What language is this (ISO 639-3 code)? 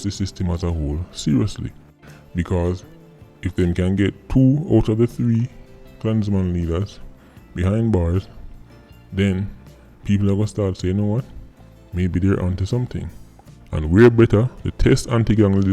jam